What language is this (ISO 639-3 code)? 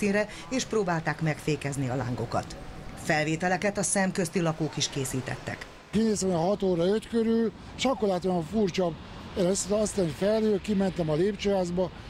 hun